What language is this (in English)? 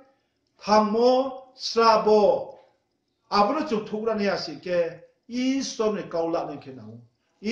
Riang (India)